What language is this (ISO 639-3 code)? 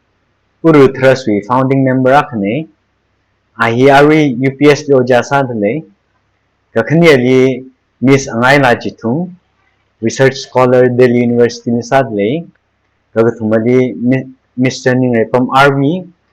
nmf